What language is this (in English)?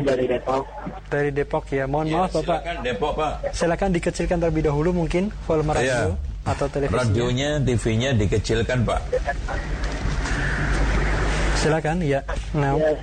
Indonesian